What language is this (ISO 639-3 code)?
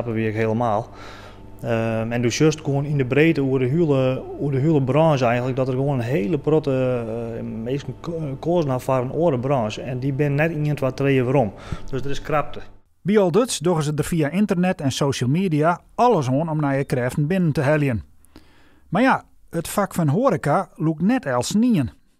fry